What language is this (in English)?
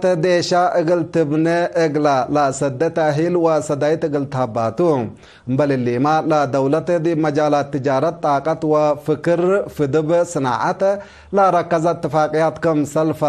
Tigre